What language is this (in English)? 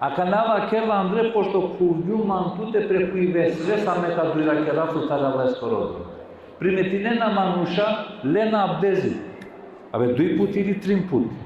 Balkan Romani